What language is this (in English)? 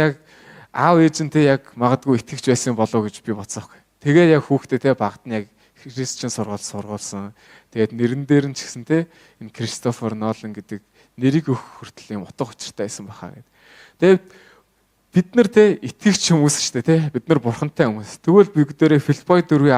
Mongolian